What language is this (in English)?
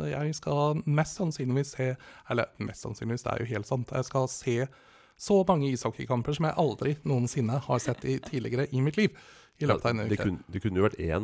Norwegian